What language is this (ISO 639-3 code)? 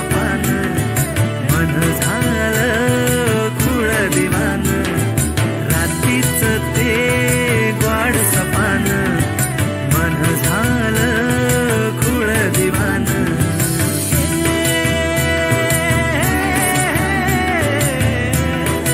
mar